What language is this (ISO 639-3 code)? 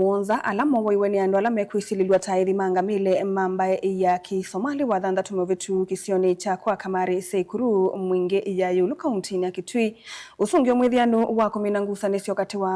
kam